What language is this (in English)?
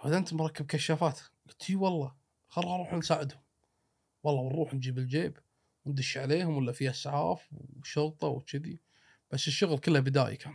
Gulf Arabic